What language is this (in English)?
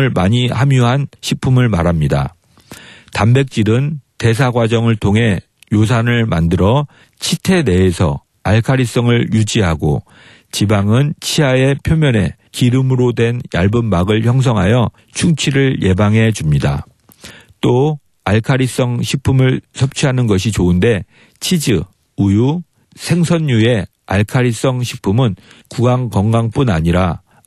Korean